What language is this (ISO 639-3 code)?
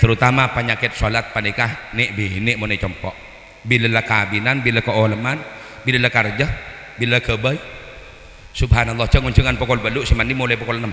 mad